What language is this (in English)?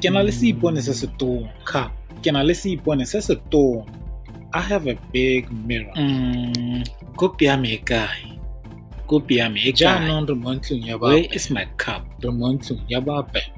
Tswana